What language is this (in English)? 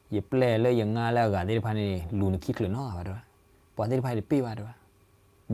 S'gaw Karen